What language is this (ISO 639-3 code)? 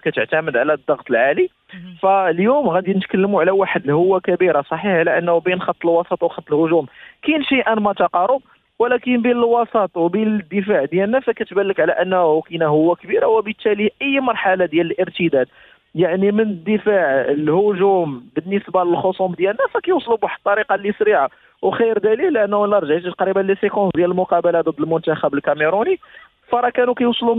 ary